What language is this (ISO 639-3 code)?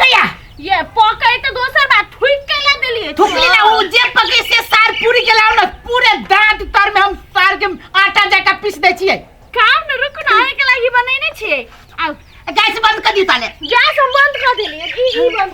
mai